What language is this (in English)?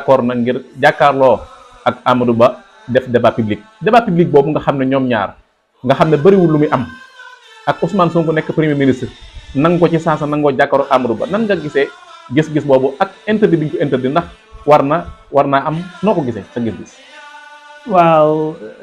Wolof